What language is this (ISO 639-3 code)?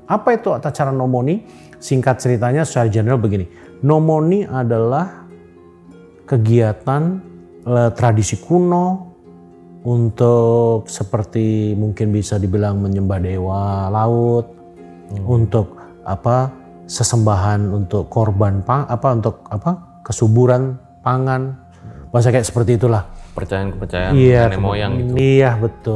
ind